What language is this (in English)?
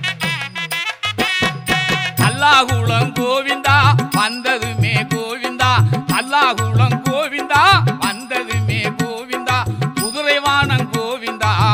Tamil